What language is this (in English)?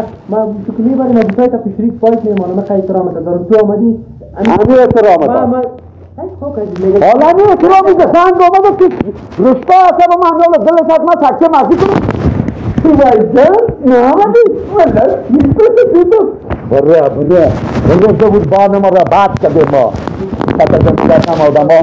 Persian